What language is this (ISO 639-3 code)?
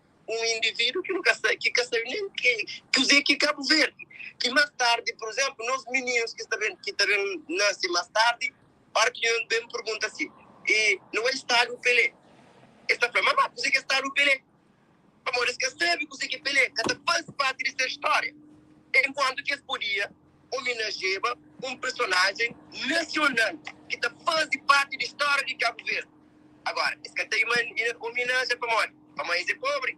kea